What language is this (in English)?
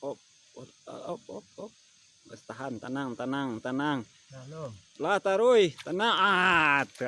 Minangkabau